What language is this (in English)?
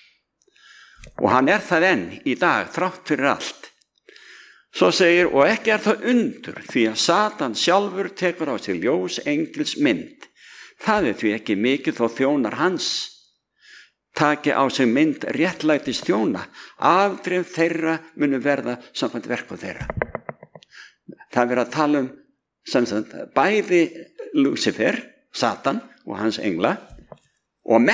Icelandic